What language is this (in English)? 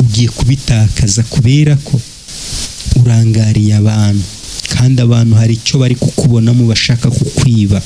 Kinyarwanda